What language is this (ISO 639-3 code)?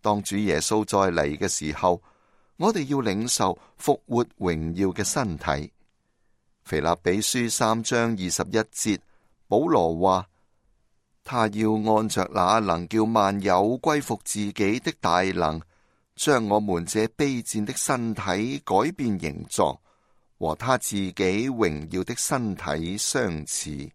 yue